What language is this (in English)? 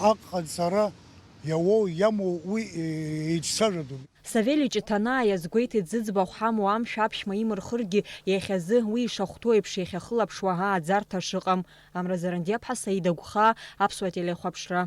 Abkhazian